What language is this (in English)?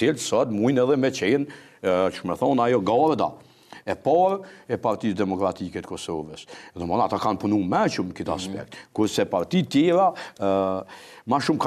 Albanian